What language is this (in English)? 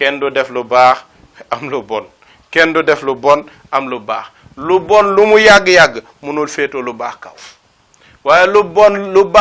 Wolof